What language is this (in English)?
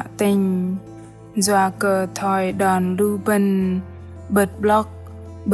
Bahnar